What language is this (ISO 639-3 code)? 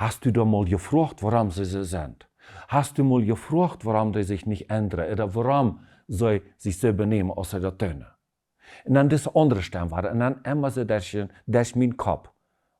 pdt